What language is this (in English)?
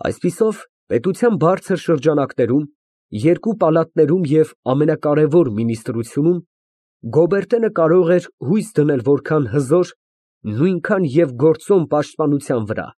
Armenian